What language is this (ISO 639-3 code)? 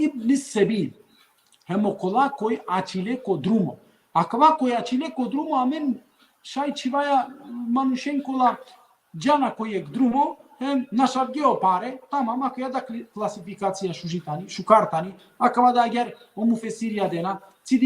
rmn